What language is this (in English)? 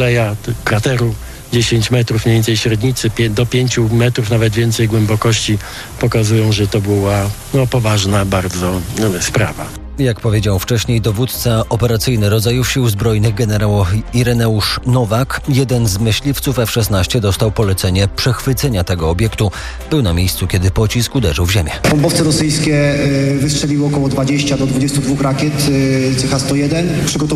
Polish